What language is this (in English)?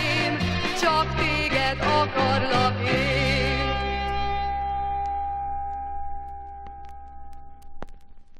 Hungarian